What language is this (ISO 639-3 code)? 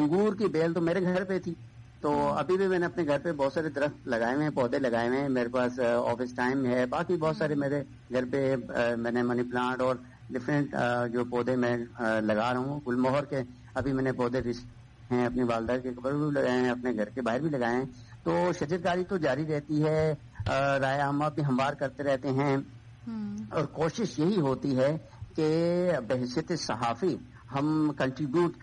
urd